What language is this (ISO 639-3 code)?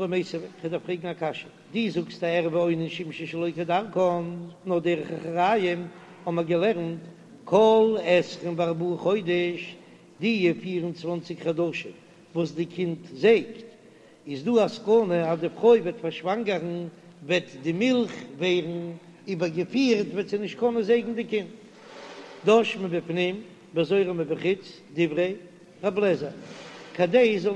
yid